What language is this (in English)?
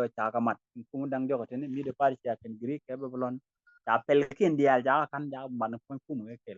Nuer